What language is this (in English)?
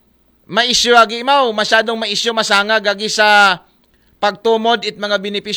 Aklanon